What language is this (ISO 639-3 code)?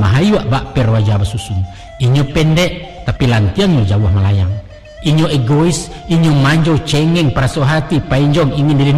min